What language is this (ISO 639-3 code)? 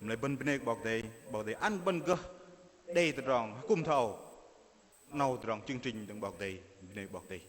bdq